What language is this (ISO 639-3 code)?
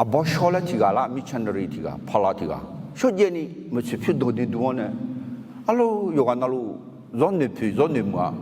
ahk